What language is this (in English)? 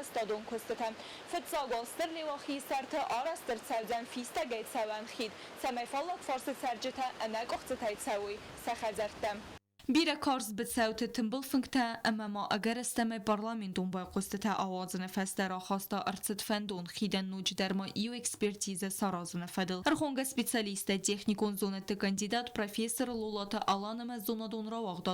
Ossetic